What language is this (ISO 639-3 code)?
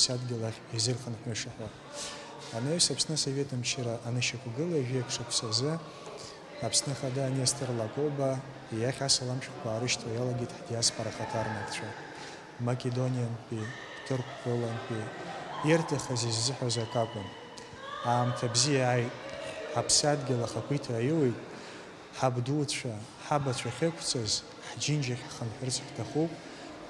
abk